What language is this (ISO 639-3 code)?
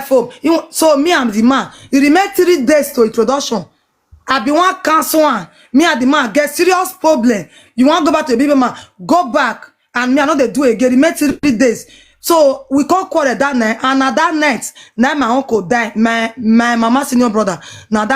pcm